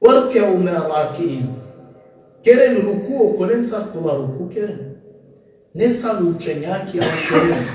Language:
Balkan Romani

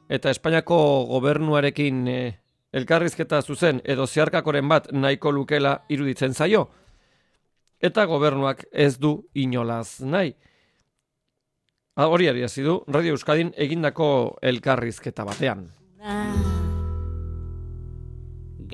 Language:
Basque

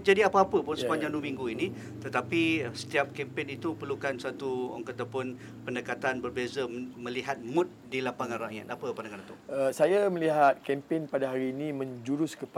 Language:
Malay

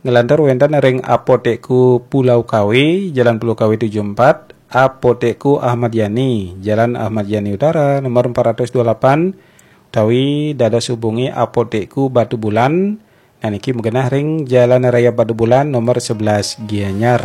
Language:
Balinese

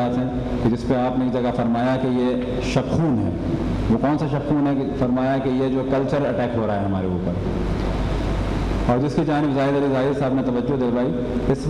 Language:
Urdu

